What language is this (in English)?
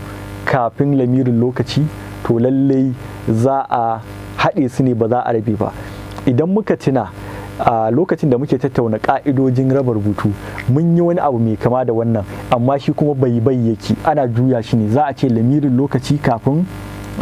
Hausa